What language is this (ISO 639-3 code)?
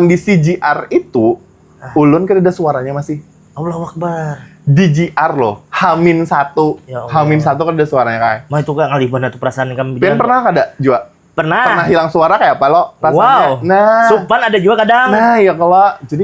bjn